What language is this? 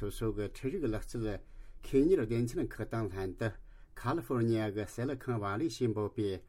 Tibetan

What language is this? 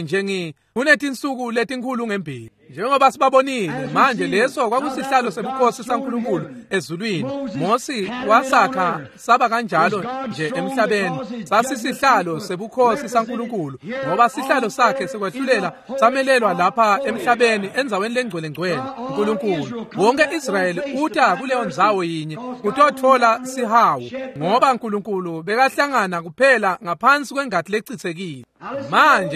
Swati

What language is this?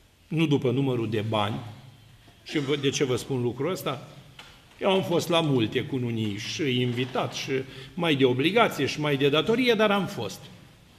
Romanian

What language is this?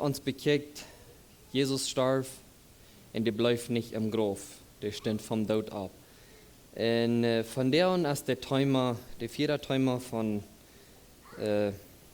Plautdietsch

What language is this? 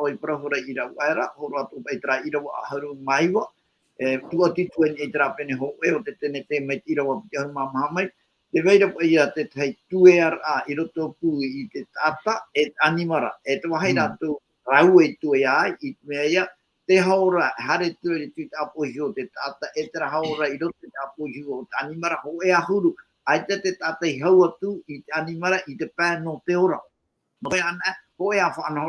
Tahitian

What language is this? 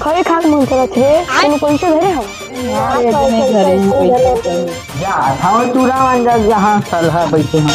Chhattisgarhi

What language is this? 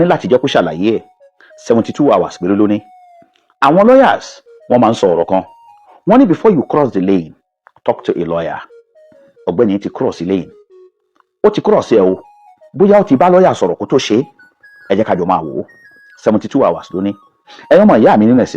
Yoruba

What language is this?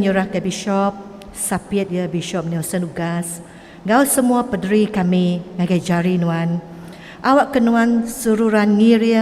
Iban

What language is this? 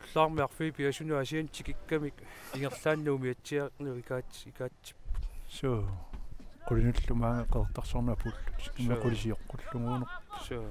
Kalaallisut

